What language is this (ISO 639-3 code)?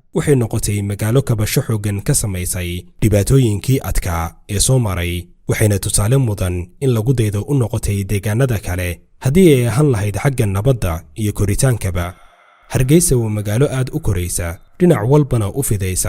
som